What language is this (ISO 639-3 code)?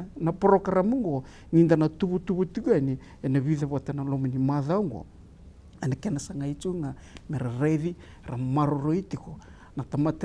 fij